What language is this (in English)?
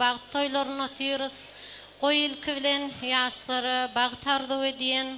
Turkmen